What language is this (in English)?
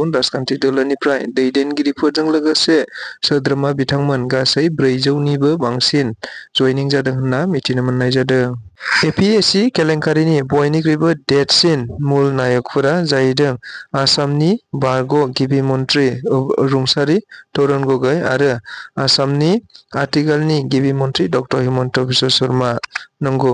Bodo